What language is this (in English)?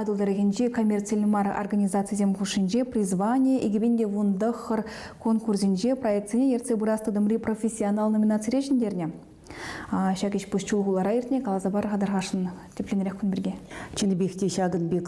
Chuvash